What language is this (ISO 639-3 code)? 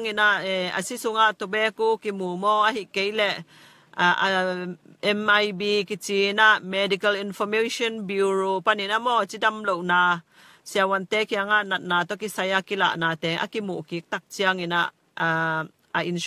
ctd